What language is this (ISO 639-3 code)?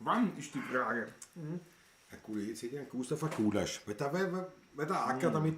bar